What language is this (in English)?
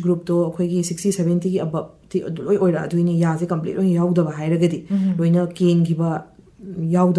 Manipuri